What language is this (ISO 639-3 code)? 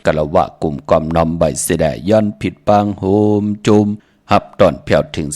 shn